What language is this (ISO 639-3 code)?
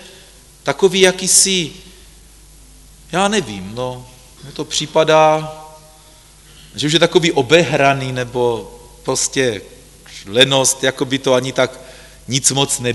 ces